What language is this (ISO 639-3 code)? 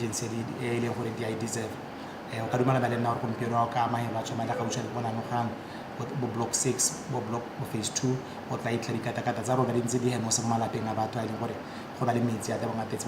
tsn